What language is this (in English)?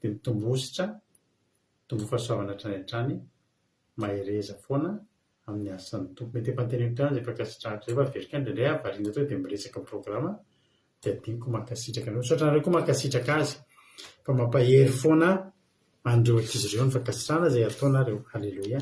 Malagasy